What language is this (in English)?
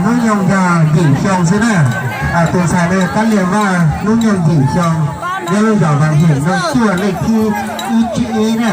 Hmong